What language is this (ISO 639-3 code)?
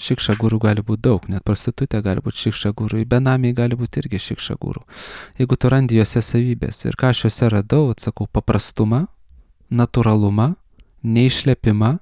lit